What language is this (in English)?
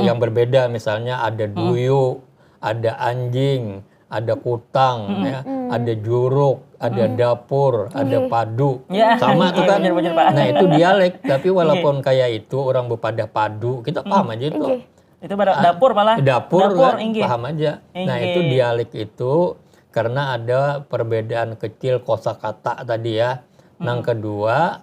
Banjar